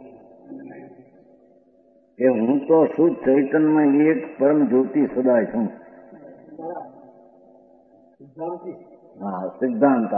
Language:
Gujarati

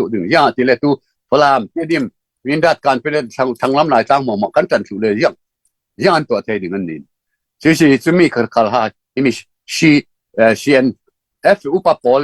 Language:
Falam Chin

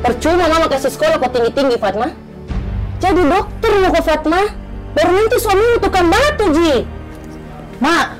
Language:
Makassar Malay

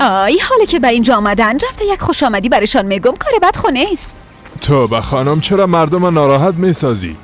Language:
Persian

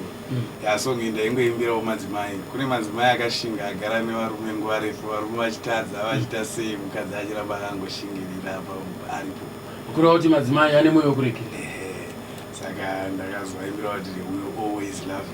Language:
Shona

